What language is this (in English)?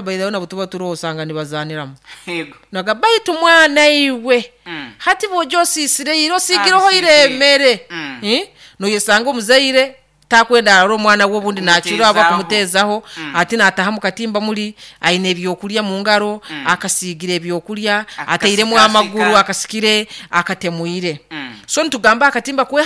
Nyoro